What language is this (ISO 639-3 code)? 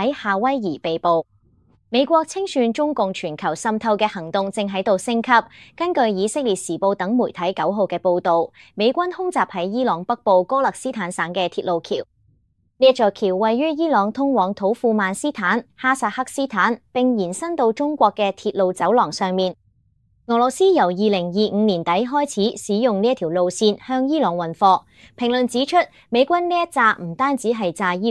yue